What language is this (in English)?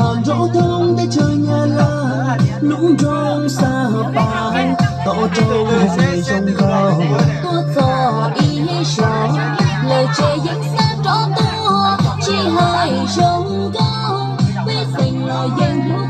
Hmong